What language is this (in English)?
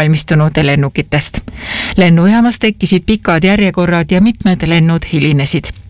Estonian